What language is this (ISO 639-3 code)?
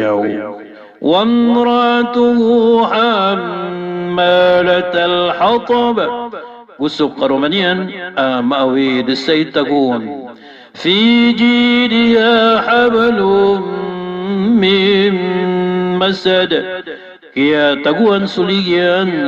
mrw